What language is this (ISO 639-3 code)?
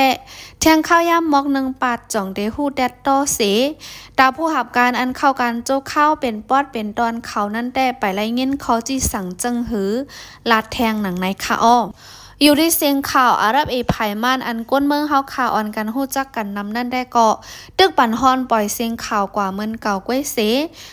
shn